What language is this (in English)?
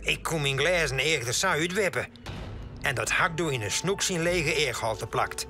Western Frisian